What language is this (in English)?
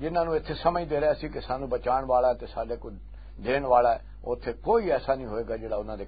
Western Panjabi